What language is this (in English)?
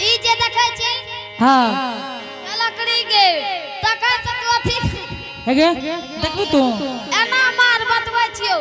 Angika